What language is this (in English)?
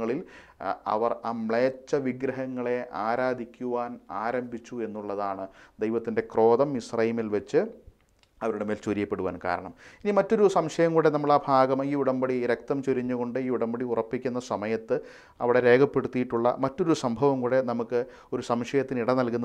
Malayalam